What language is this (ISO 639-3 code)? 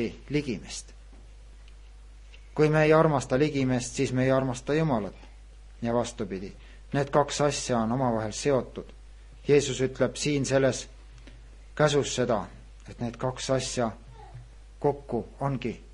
est